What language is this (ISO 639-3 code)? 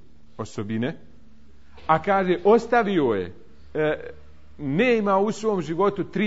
bos